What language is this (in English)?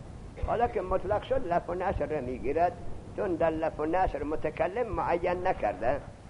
Persian